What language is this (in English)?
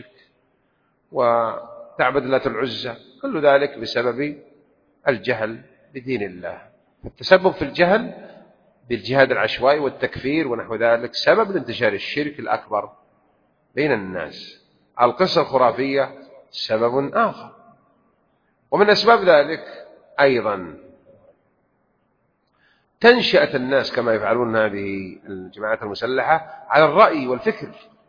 Arabic